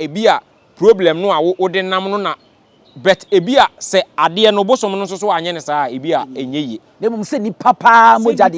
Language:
Akan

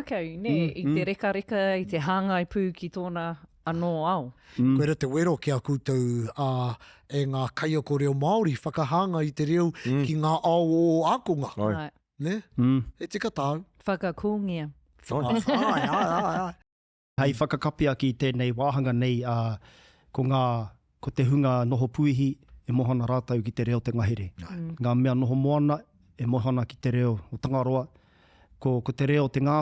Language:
Māori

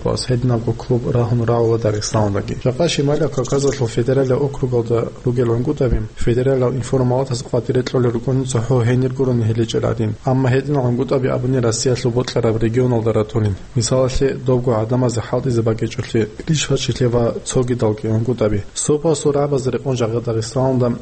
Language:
Avaric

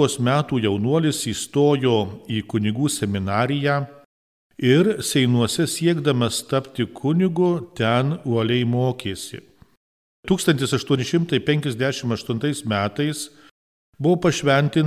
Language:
Lithuanian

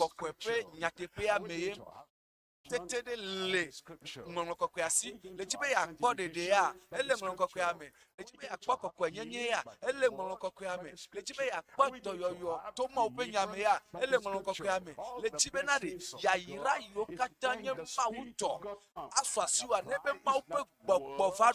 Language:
Ewe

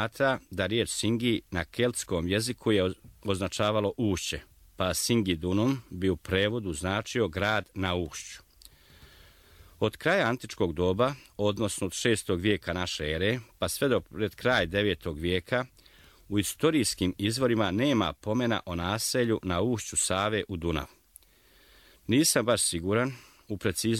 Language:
Serbian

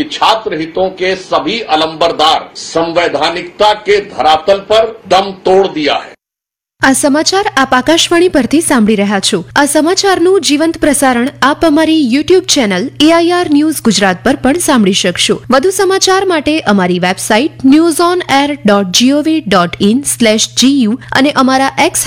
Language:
Gujarati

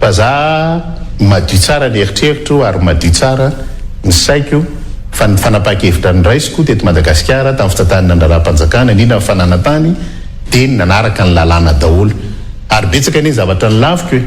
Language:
Malagasy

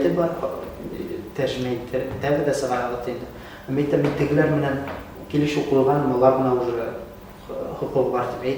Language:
Bashkir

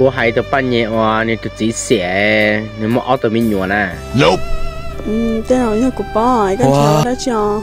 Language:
Hmong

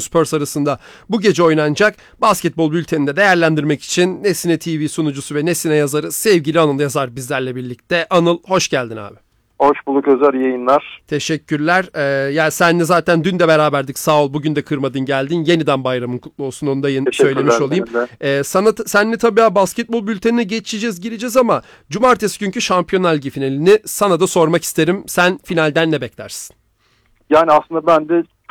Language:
Turkish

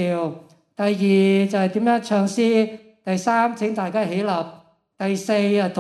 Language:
Cantonese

